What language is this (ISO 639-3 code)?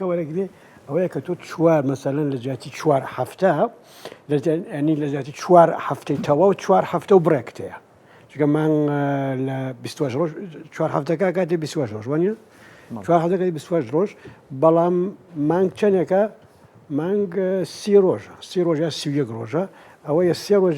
ckb